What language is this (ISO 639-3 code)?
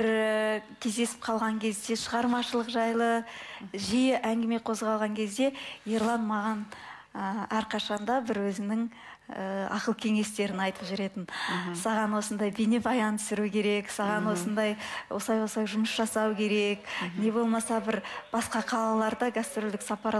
kaz